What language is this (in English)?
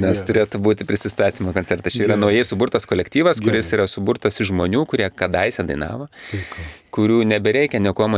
Lithuanian